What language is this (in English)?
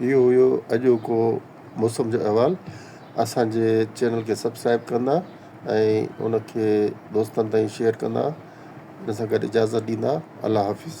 Sindhi